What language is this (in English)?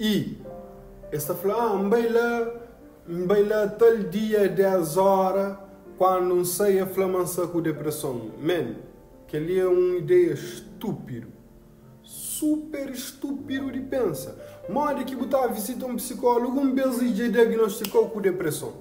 Kabuverdianu